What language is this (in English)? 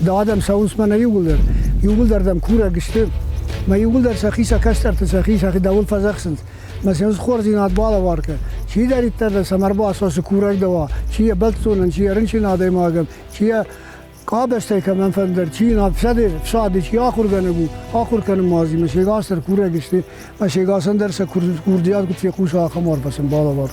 Ossetic